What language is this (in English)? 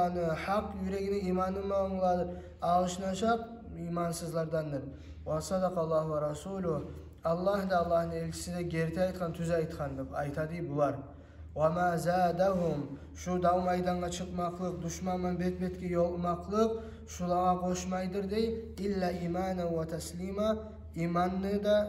Kumyk